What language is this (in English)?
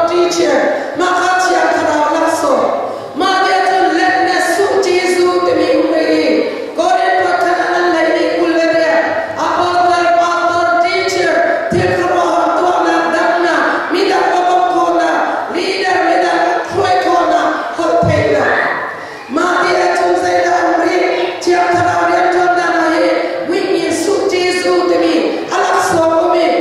Hakha Chin